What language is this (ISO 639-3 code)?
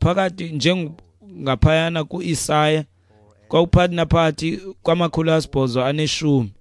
xho